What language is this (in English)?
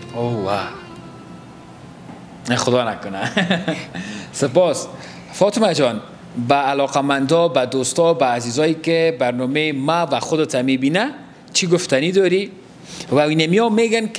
Persian